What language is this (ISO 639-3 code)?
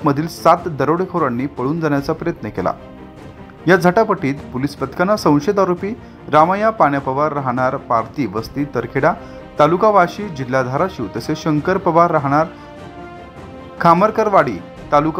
mar